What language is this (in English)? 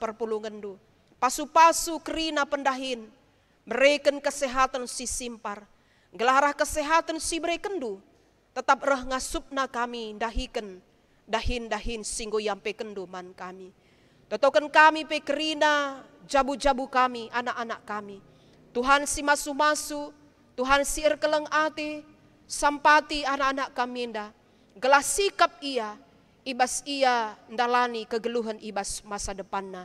Batak Karo